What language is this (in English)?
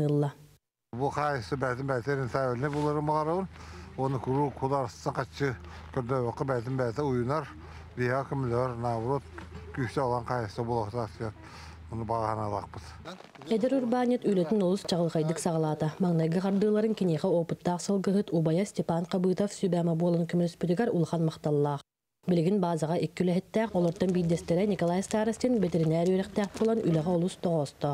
Yakut